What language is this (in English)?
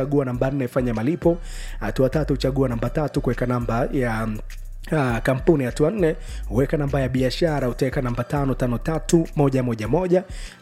Swahili